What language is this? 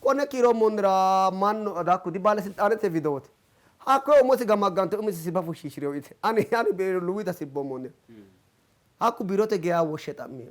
Sidamo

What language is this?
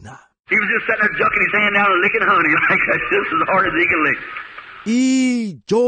Tswana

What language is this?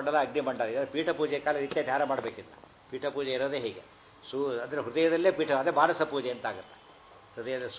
Kannada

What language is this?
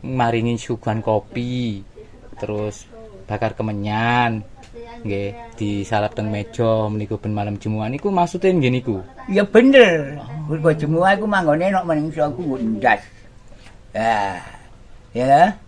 Javanese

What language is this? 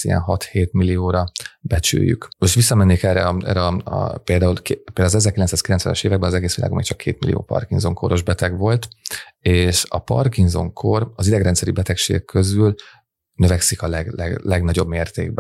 Hungarian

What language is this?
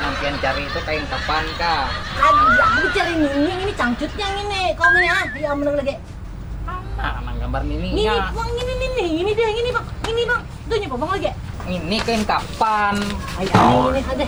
Banjar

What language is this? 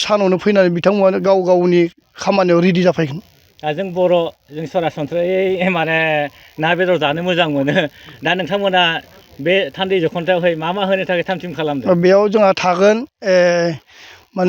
Bodo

